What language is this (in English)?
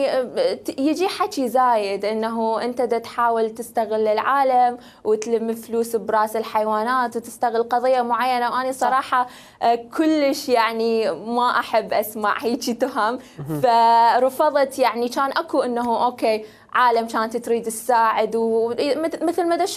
Mesopotamian Arabic